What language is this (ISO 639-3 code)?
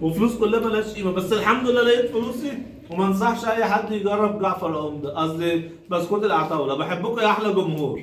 arz